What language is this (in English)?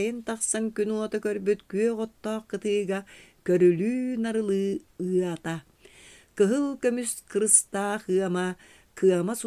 Yakut